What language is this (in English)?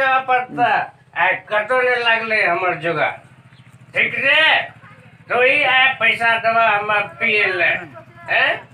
Maithili